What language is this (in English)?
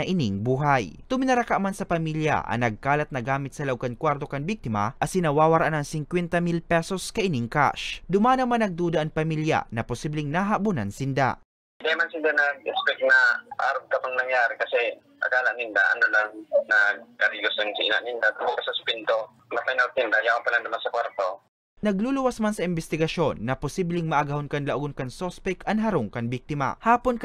Bikol